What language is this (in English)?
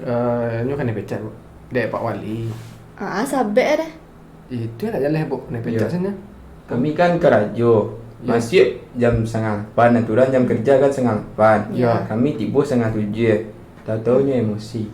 Minangkabau